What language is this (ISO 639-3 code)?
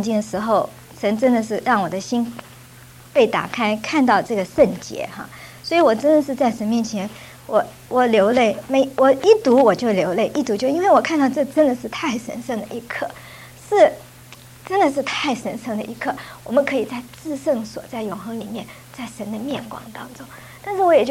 zho